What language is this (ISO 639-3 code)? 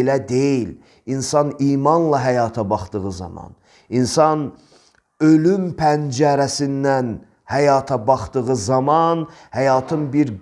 aze